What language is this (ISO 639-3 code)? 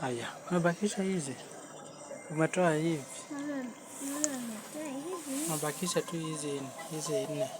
swa